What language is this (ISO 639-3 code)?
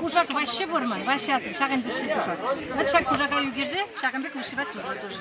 chv